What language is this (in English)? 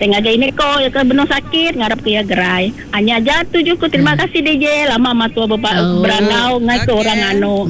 Iban